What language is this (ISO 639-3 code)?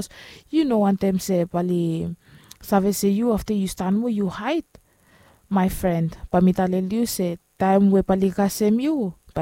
bis